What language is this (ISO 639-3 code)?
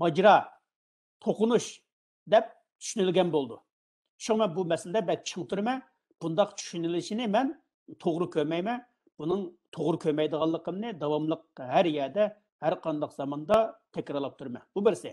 uig